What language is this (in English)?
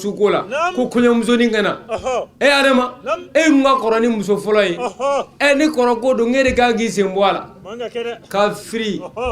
Bambara